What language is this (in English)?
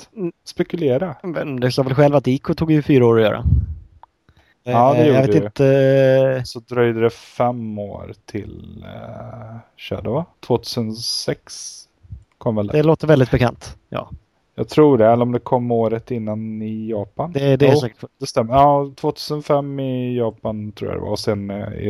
Swedish